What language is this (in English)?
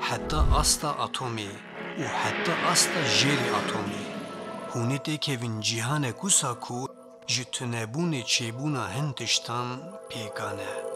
Kurdish